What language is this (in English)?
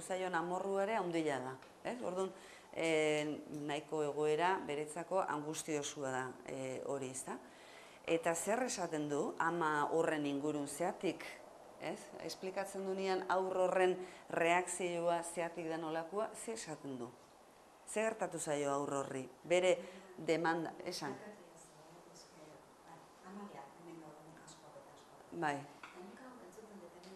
Basque